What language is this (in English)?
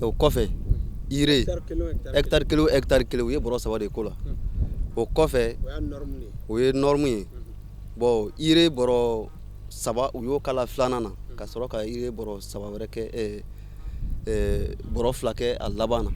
Bambara